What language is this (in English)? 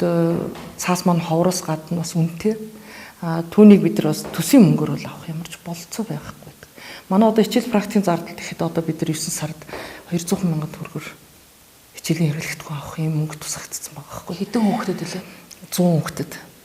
Mongolian